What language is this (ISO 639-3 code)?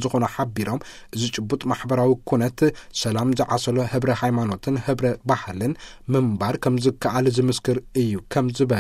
tir